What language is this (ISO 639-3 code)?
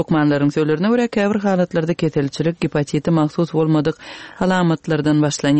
tuk